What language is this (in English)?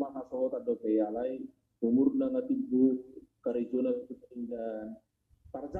Batak Toba